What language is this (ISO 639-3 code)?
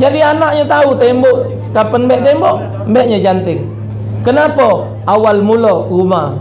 mui